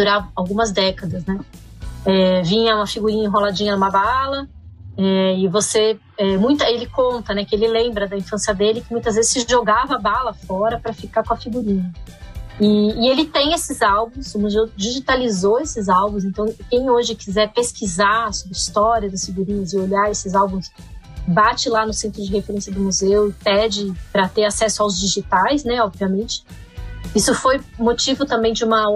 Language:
Portuguese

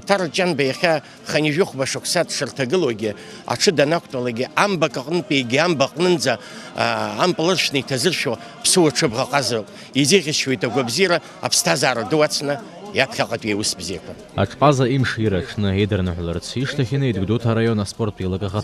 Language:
Abkhazian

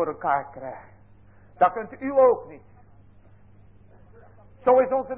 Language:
Dutch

